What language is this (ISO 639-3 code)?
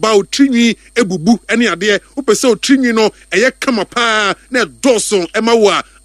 aka